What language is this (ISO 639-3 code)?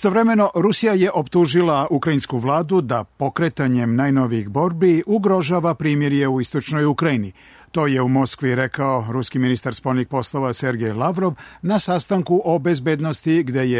srp